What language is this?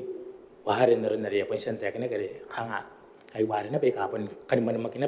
Gilbertese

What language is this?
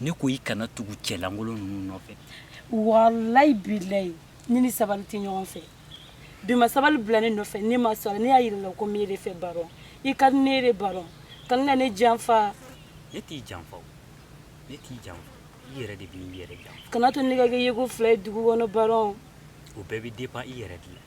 Bambara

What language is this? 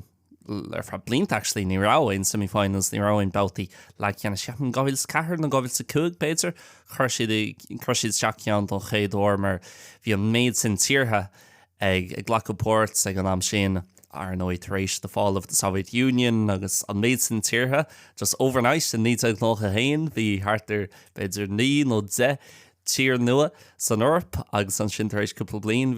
Irish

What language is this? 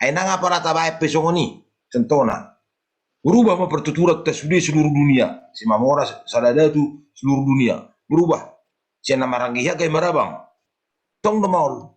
Batak Toba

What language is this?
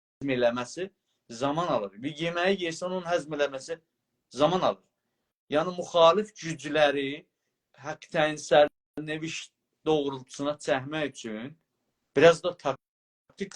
South Azerbaijani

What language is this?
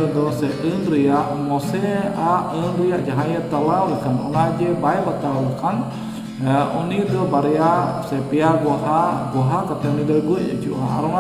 Santali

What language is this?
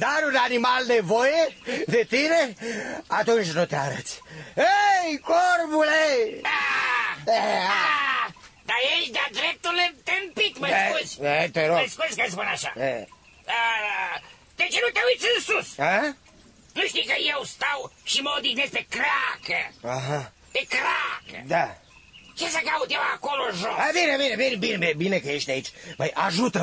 Romanian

